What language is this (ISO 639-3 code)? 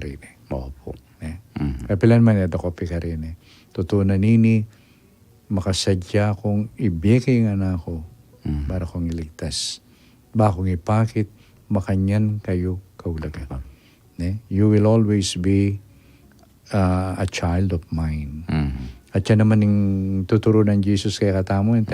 pam